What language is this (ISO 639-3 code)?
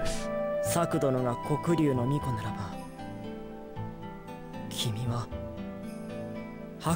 jpn